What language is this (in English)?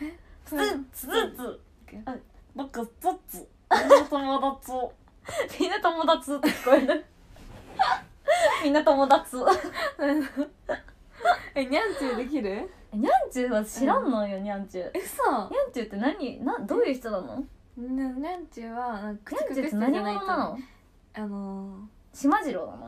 Japanese